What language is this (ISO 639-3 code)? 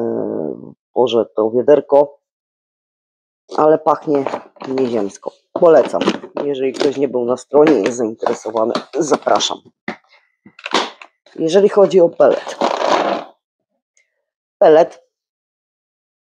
pol